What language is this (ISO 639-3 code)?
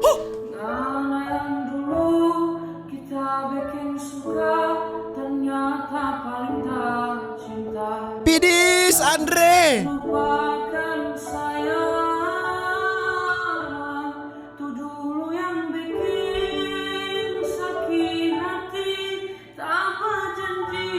xmm